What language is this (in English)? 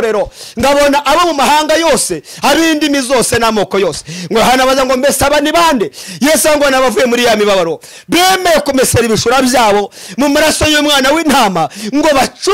Kinyarwanda